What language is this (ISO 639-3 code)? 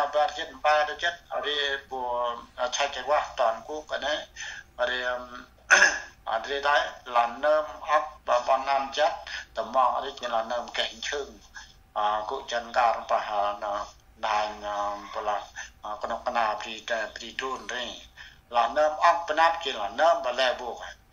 cmo